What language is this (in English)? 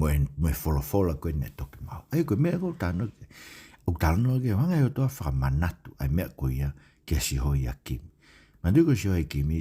Tongan